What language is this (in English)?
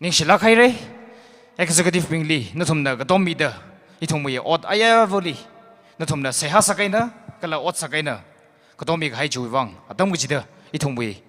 Tangkhul Naga (India)